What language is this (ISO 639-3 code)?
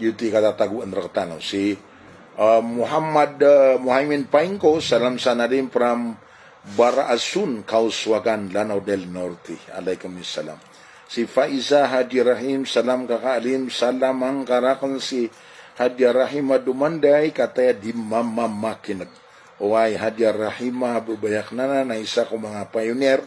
mrw